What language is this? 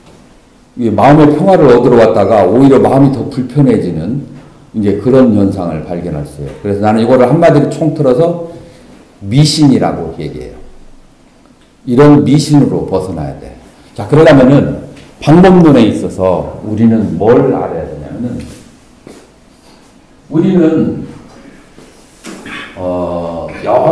Korean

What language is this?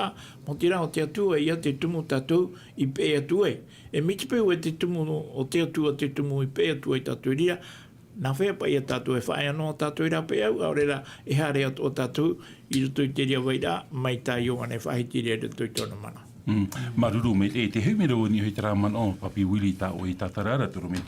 Tahitian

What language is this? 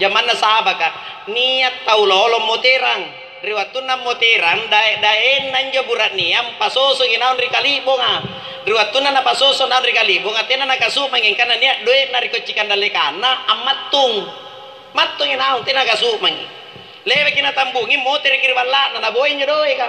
Makasar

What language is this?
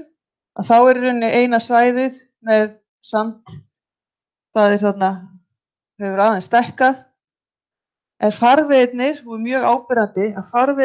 Icelandic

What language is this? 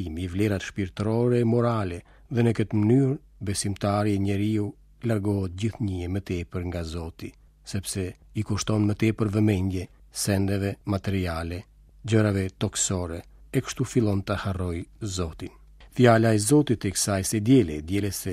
Albanian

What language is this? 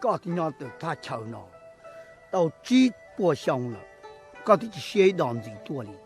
Hmong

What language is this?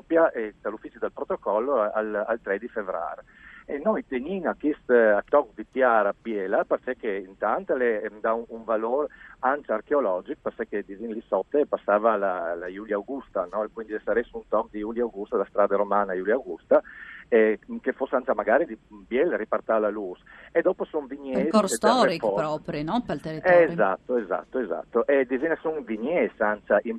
Friulian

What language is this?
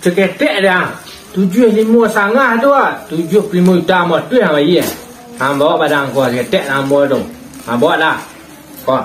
Minangkabau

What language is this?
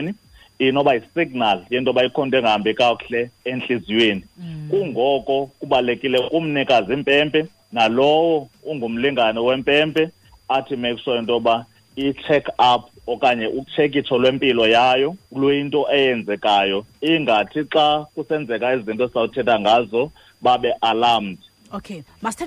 Xhosa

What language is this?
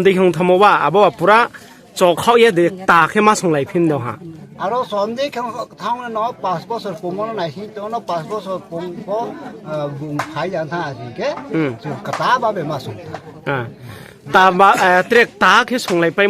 Riang (India)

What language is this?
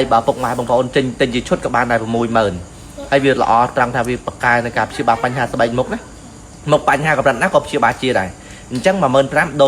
Khmer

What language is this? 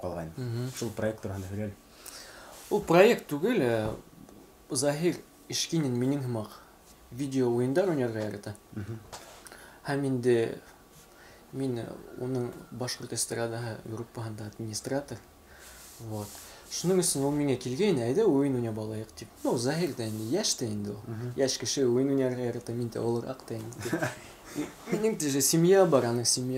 Bashkir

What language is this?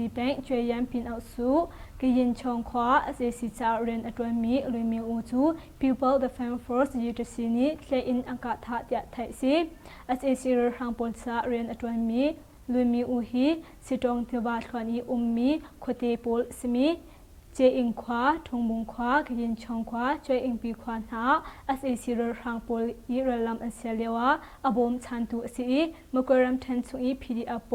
Hakha Chin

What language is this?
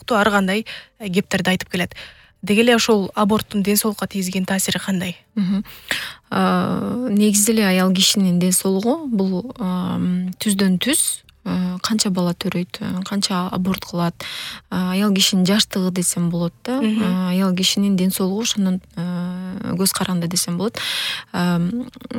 Kyrgyz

